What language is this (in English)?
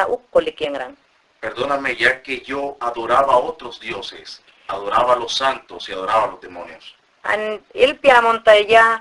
Mayangna